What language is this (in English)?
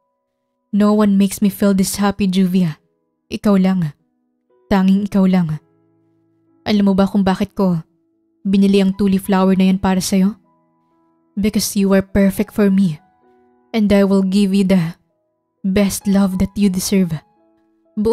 Filipino